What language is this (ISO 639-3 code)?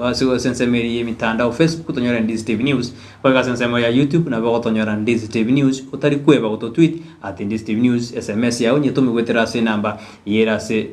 guz